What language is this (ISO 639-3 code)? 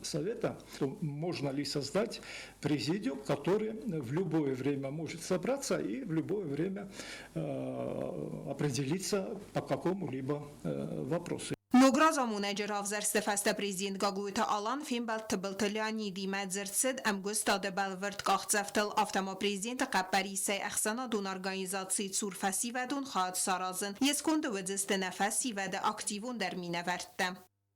oss